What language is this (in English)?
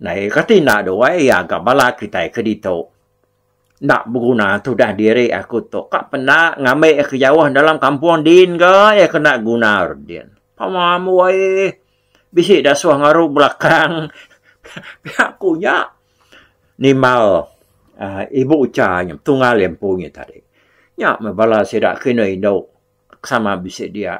Iban